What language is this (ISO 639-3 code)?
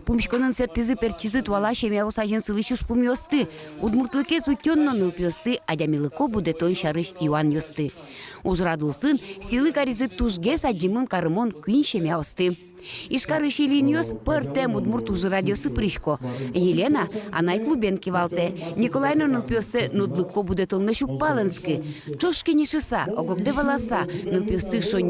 udm